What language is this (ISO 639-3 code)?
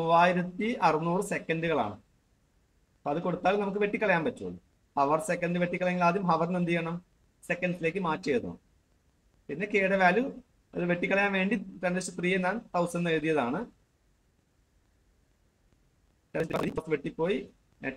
mal